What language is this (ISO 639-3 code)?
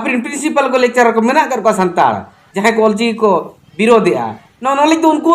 sat